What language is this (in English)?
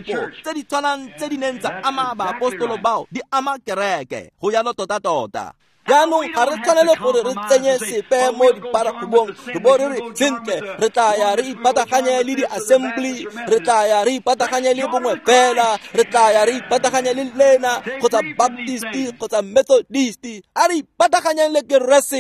Tswana